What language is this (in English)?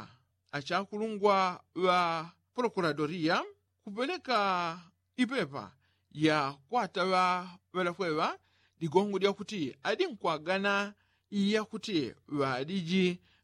Yao